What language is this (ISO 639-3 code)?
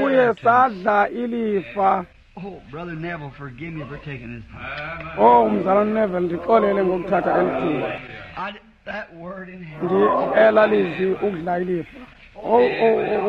xho